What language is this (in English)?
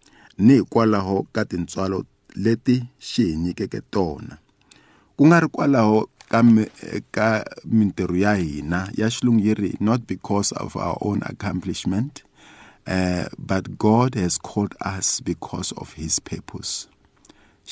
Tsonga